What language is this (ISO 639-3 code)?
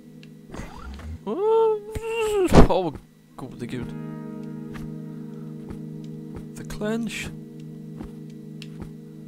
swe